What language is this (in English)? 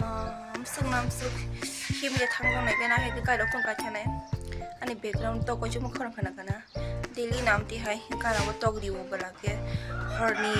Kok Borok